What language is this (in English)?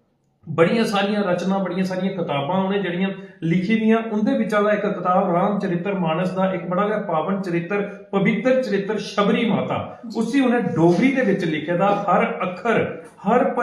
Dogri